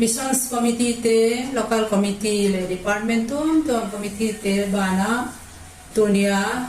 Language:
Paite Chin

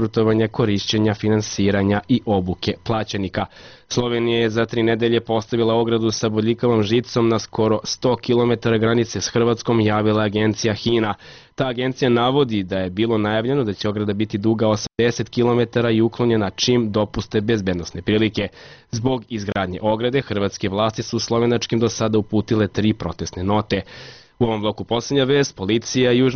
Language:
Serbian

